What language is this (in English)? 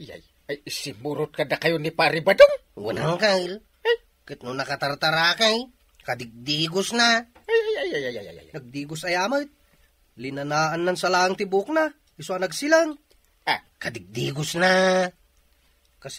Iloko